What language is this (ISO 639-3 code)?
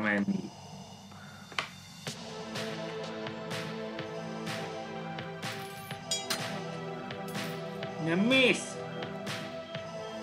hun